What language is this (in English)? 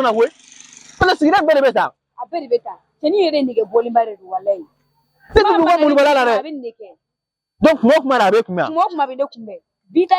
Bambara